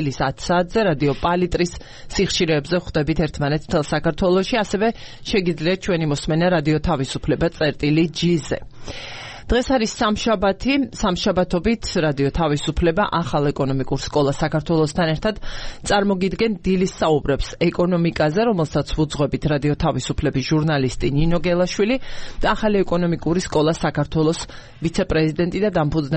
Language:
Georgian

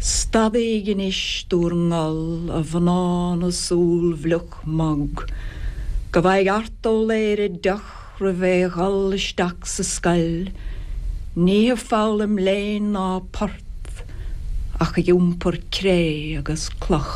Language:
Irish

